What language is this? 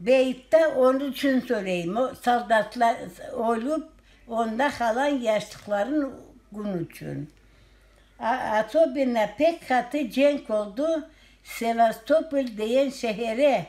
Crimean Tatar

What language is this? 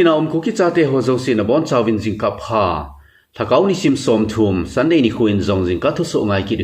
Thado Chin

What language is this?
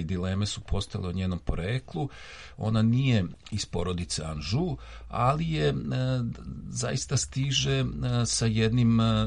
Serbian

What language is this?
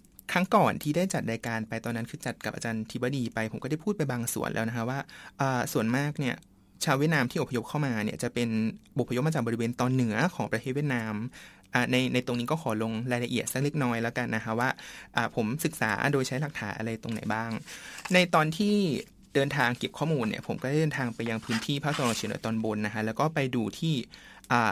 Thai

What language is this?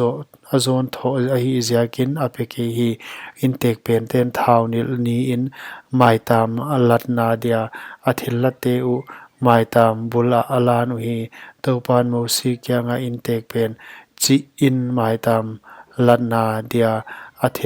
Paite Chin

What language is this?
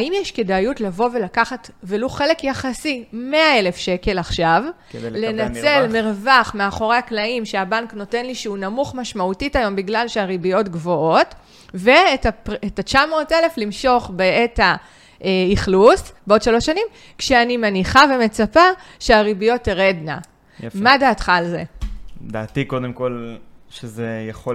Hebrew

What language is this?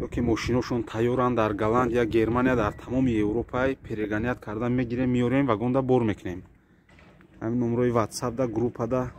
Tajik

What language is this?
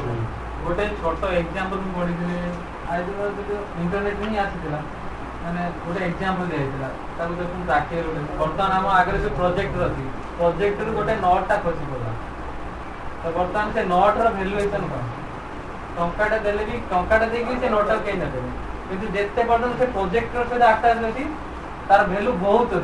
Odia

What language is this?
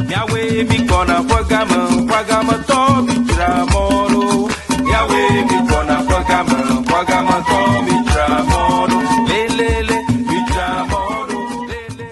Ewe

